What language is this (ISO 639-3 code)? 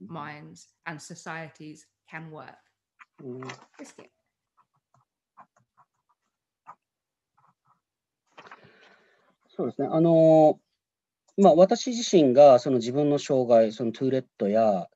jpn